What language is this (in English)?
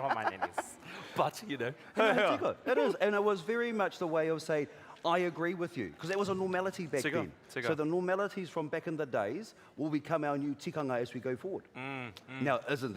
Māori